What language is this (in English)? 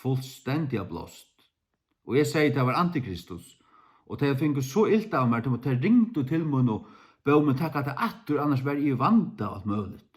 Faroese